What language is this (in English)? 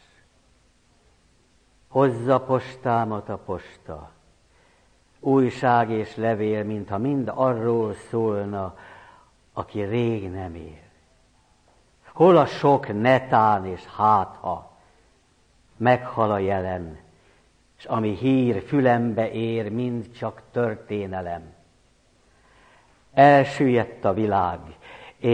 Hungarian